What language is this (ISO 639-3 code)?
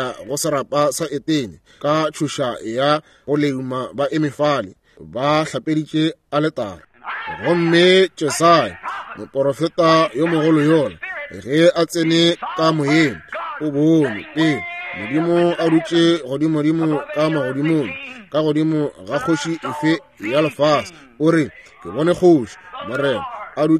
nso